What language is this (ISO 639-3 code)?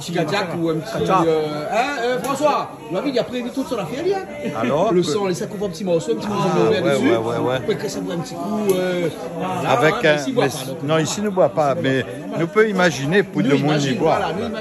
rcf